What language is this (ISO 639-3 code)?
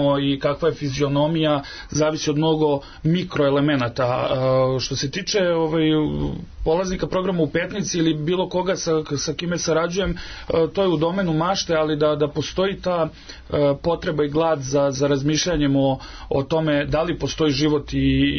srp